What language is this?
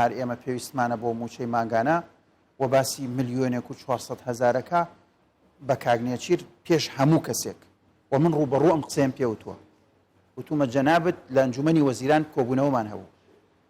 Central Kurdish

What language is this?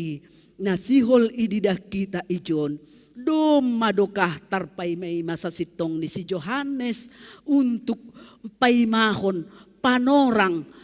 Batak Simalungun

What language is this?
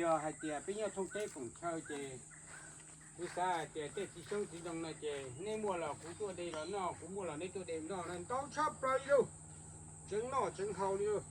Hmong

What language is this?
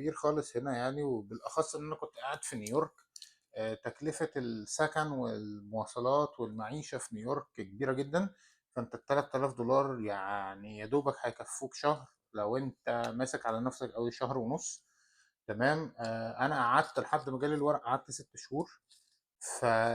Egyptian Arabic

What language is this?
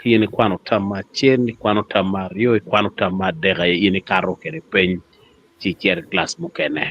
Acoli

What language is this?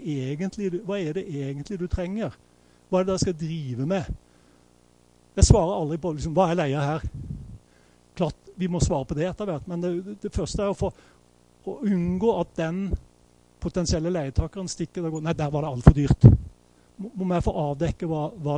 Norwegian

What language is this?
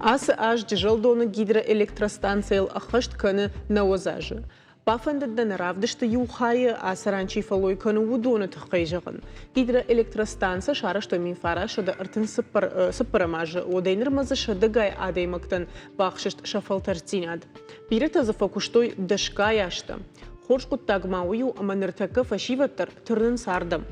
Ossetic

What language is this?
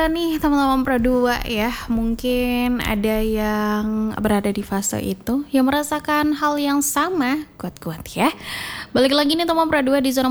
Indonesian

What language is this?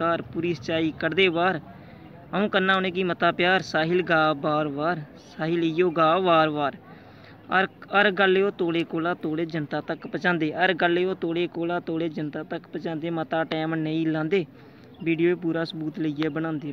Dogri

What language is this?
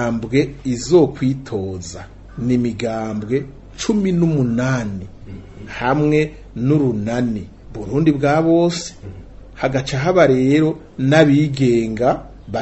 Rundi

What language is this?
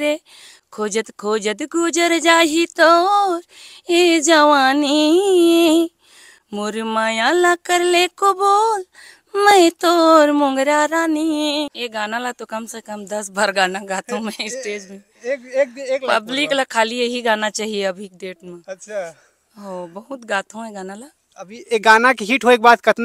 Chhattisgarhi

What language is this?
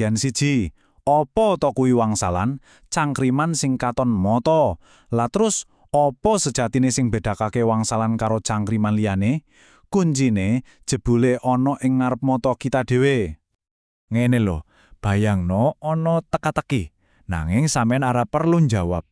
Javanese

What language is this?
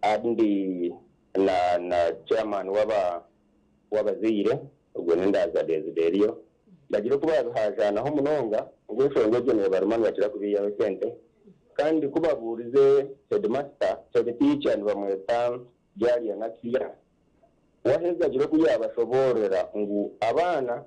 Nyankole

